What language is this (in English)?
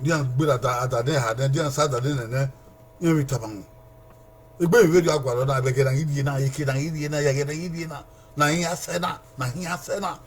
Bini